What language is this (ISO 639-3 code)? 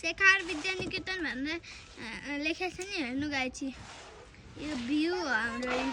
nep